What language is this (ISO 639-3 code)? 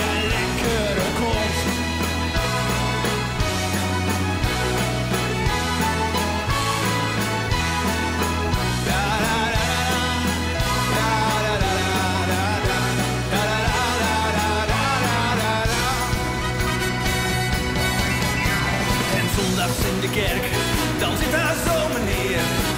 nld